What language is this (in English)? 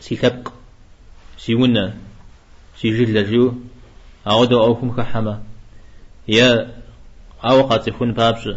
Kabardian